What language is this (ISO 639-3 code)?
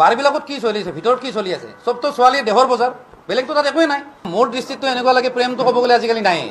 asm